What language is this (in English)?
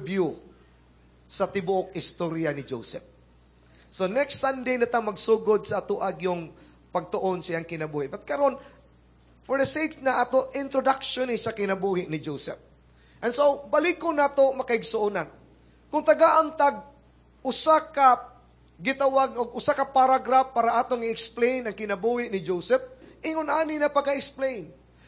Cebuano